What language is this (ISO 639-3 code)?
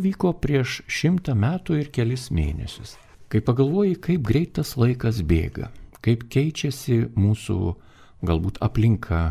lit